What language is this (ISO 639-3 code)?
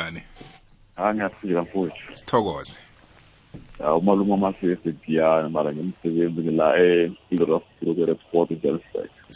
nbl